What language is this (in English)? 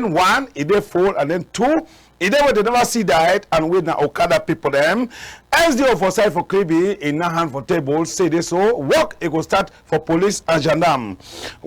Cameroon Pidgin